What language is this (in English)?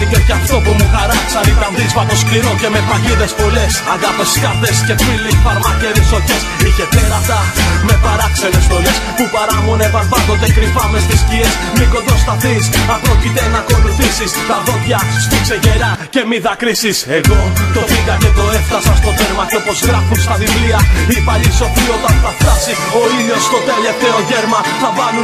Greek